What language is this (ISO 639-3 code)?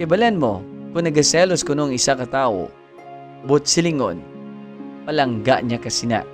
hil